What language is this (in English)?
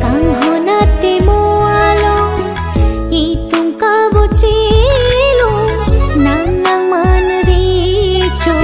Karbi